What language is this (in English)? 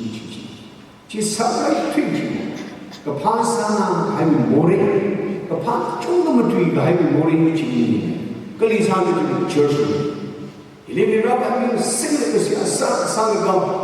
Tangkhul Naga (India)